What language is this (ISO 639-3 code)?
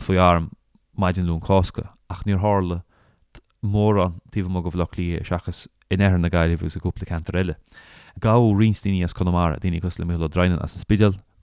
gle